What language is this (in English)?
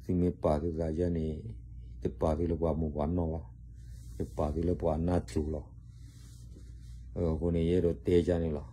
S'gaw Karen